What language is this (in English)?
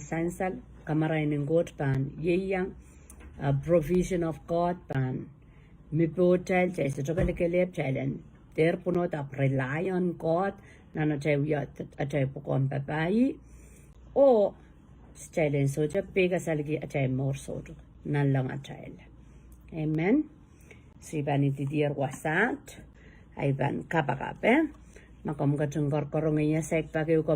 Pohnpeian